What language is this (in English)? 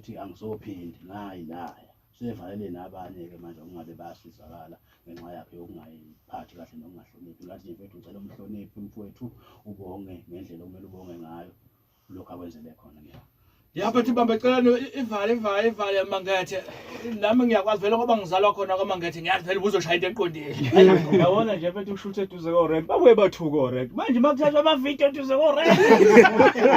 Zulu